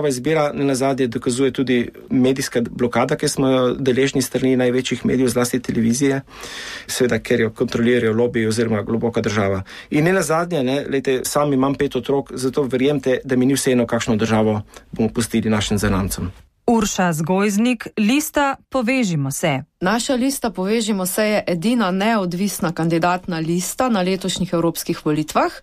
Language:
Slovenian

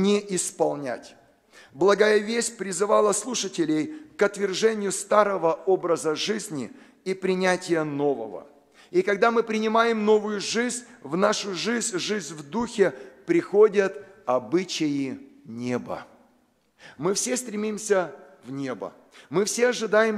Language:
Russian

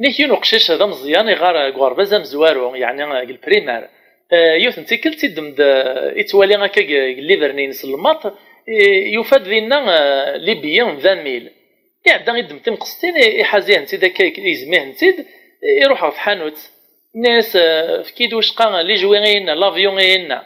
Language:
Kabyle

